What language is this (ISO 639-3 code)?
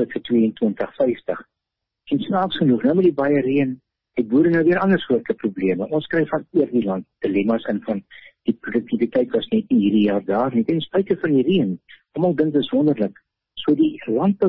afr